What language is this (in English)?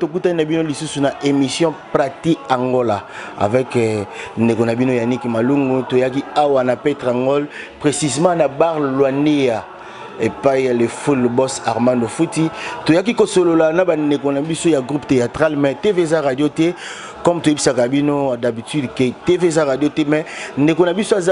Lingala